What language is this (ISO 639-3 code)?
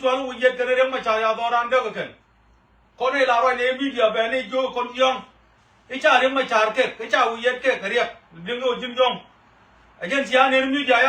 nus